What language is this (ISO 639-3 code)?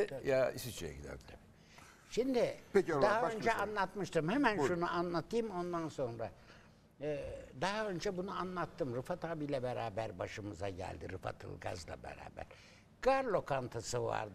tur